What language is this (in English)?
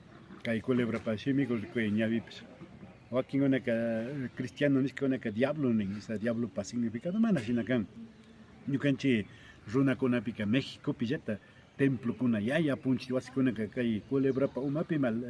Imbabura Highland Quichua